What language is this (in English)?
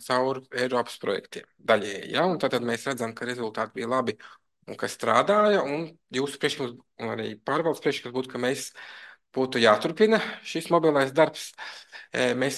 Latvian